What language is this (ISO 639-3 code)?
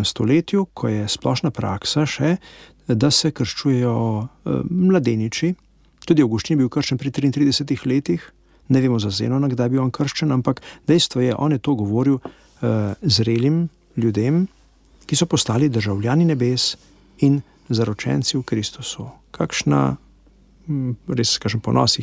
slv